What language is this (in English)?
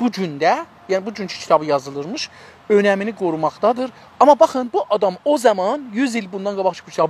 South Azerbaijani